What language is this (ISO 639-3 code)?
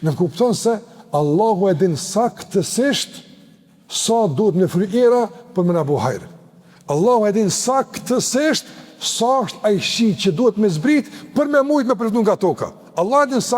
sqi